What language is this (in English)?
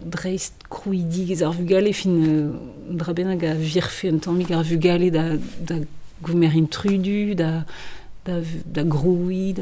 Breton